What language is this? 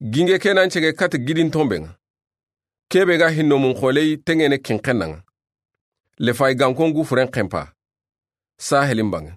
Soninke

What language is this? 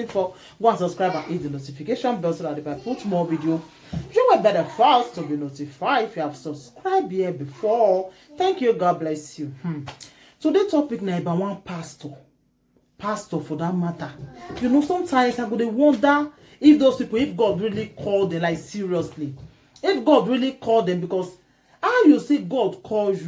Nigerian Pidgin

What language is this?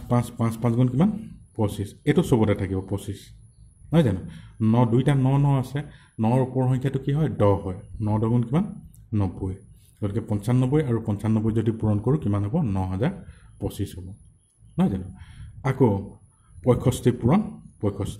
Assamese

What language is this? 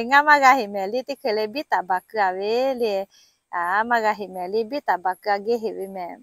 Lahu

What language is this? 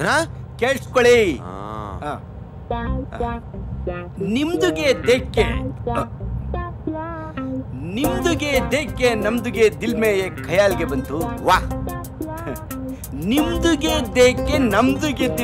Kannada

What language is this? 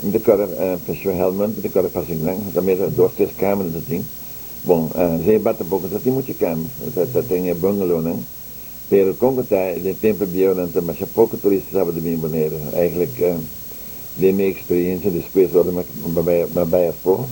Papiamento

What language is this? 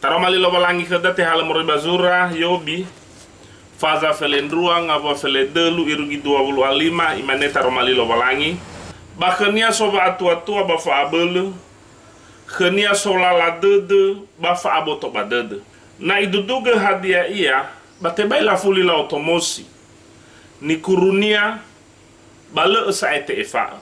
Nias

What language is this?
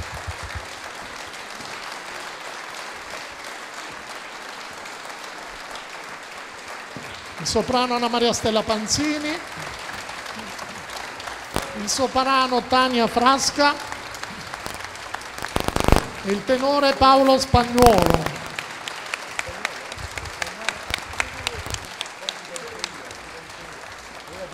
Italian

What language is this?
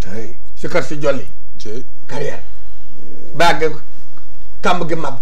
Wolof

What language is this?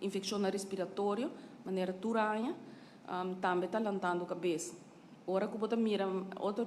Papiamento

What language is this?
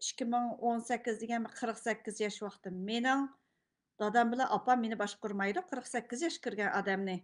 Uyghur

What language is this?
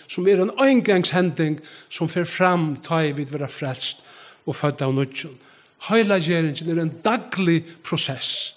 Faroese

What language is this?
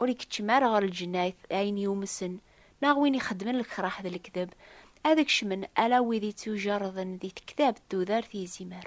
Kabyle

